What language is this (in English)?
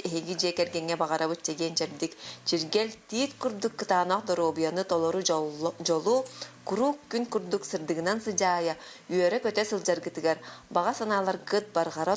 Yakut